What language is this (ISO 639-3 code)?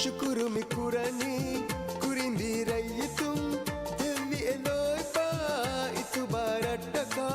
div